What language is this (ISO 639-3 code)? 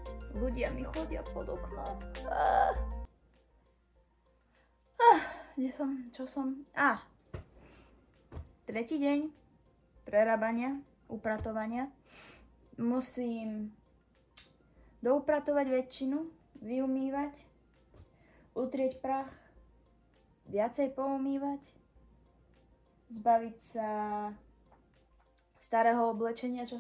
slk